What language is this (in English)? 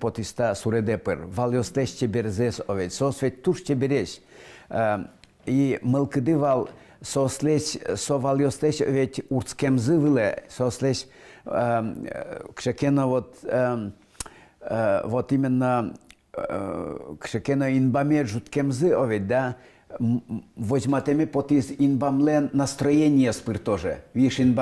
Udmurt